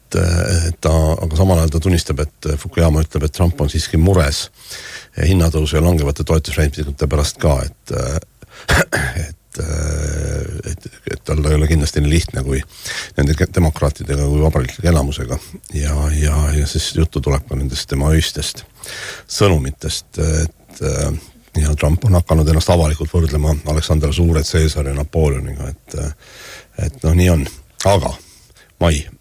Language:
Estonian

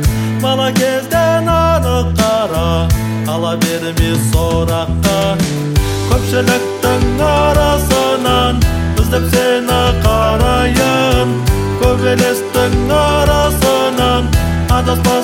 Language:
Kazakh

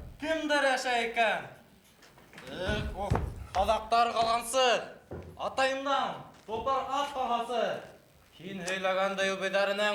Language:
Bashkir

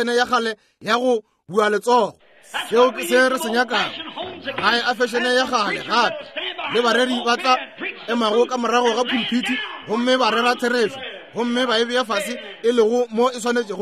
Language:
Northern Sotho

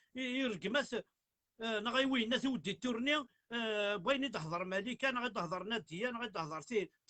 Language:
Kabyle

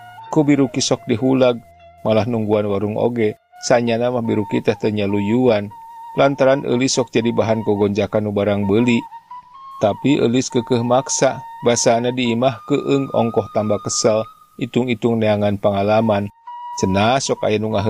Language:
Sundanese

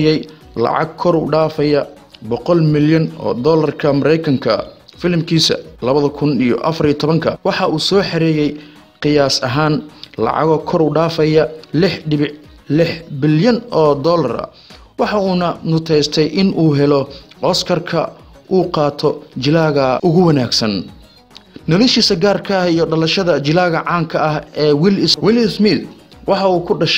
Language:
Somali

